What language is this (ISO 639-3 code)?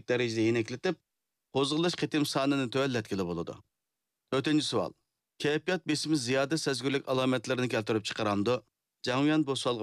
uig